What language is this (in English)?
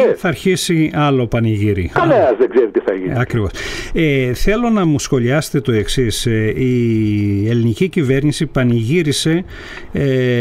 Greek